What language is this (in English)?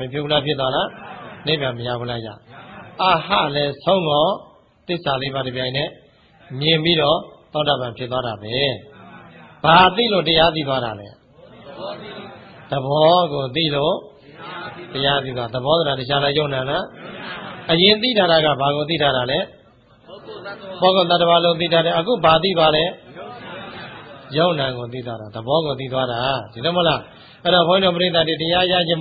Burmese